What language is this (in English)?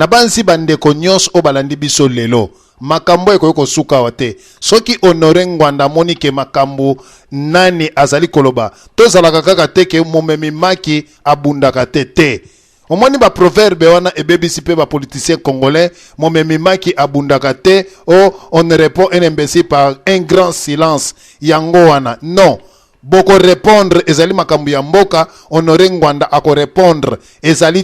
Lingala